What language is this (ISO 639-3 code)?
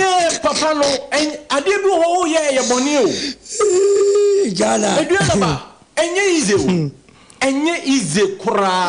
aka